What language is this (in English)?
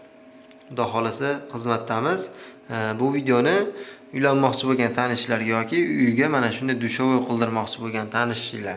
Uzbek